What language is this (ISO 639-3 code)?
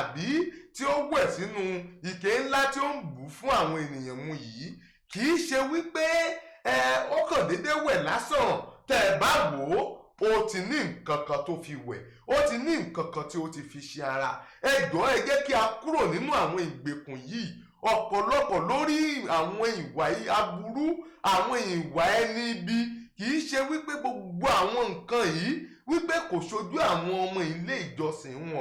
yor